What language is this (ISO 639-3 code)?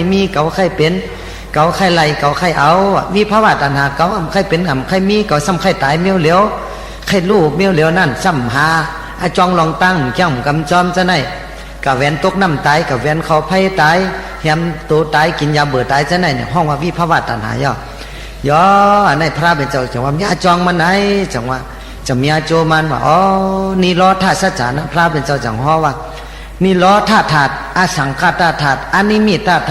shn